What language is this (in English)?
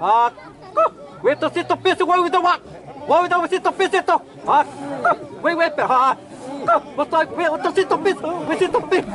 Xavánte